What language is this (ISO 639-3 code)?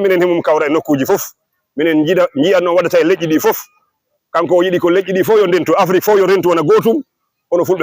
ful